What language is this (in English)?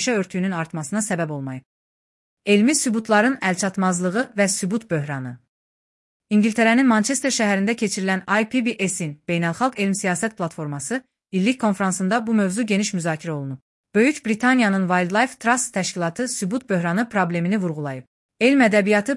Azerbaijani